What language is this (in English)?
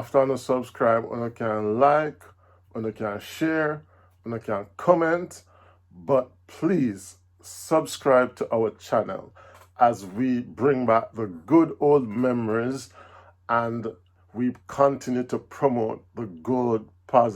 Jamaican Creole English